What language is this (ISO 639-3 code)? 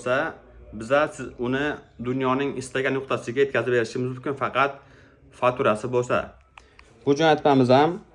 uzb